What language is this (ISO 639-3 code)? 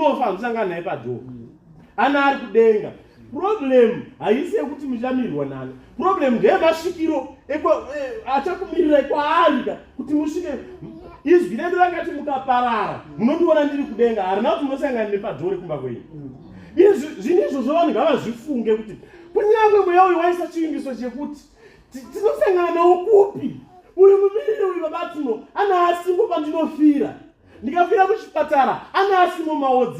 sna